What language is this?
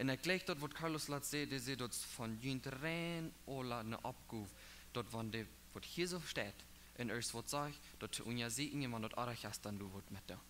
Plautdietsch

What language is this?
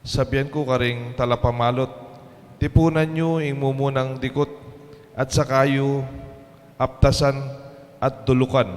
Pampanga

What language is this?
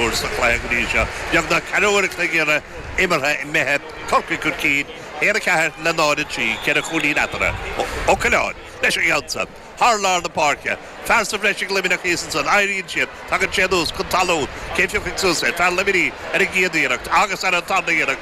Irish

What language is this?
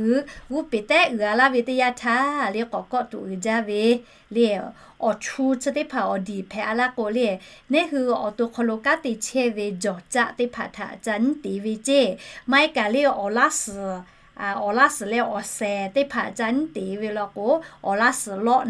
Lahu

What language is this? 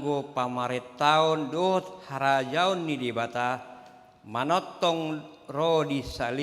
Batak Toba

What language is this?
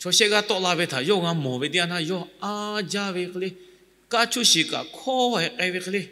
Lahu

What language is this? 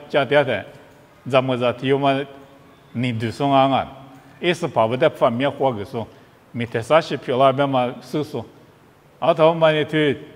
Lisu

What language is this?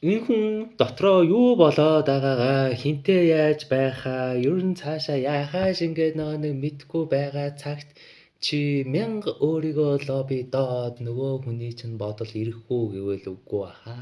Mongolian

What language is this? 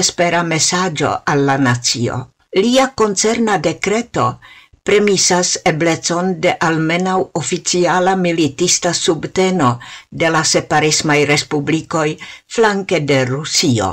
Esperanto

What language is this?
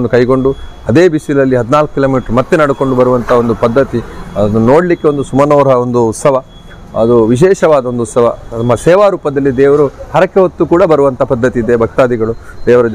Kannada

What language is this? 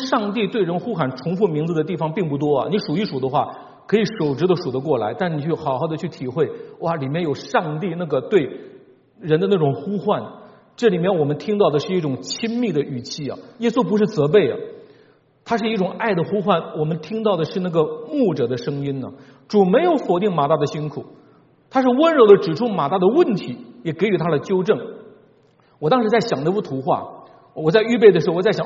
Chinese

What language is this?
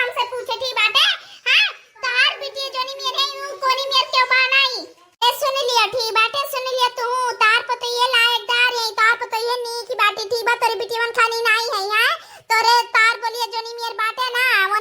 Awadhi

